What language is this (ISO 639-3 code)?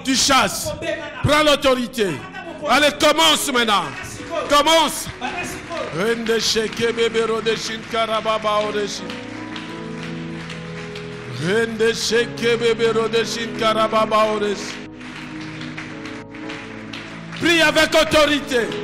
fra